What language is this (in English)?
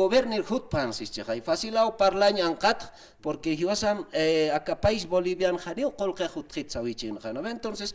Aymara